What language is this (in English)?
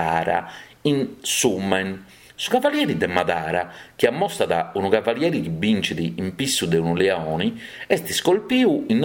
Sardinian